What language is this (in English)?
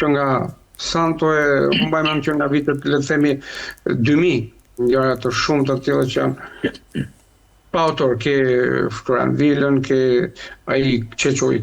Albanian